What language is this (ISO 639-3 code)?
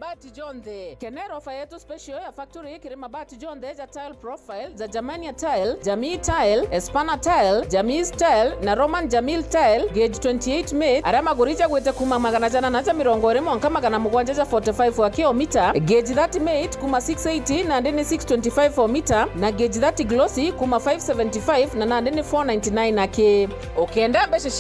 mer